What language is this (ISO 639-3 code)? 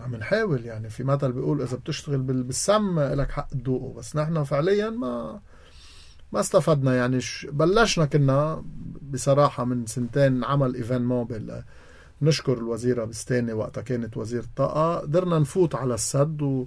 apc